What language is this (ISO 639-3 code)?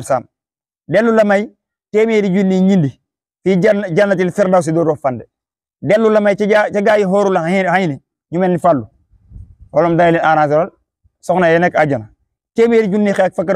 wol